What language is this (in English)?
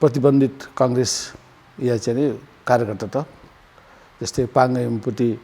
Newari